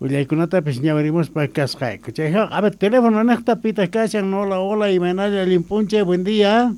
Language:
Quechua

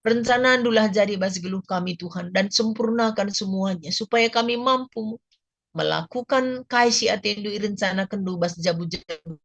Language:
Batak Karo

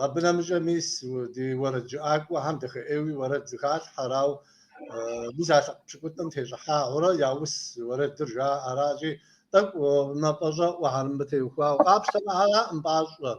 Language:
Kabardian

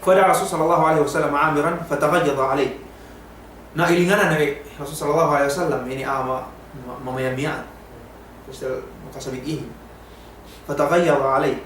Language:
Yakan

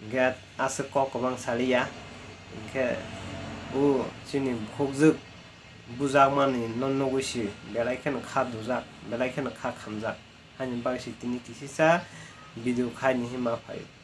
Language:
Kok Borok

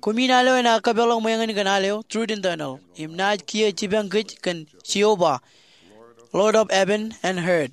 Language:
Marshallese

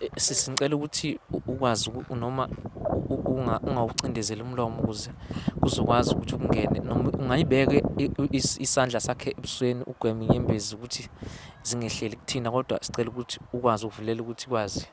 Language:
Zulu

